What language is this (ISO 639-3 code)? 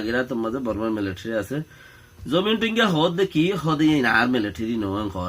rhg